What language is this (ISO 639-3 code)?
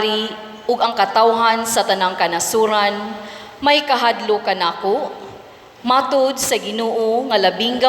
ceb